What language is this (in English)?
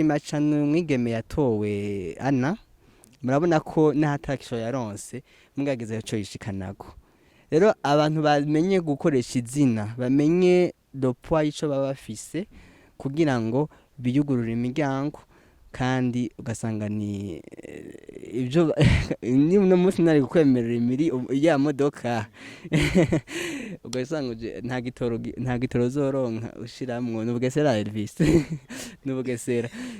Rundi